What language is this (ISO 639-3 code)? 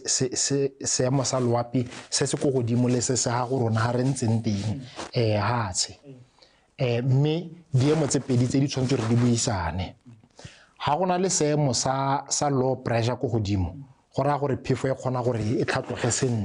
tsn